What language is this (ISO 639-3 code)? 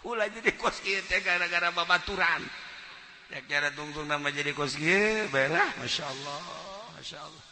sun